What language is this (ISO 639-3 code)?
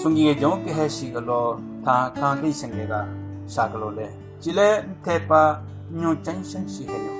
nre